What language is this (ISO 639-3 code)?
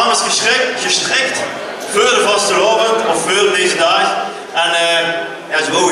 lim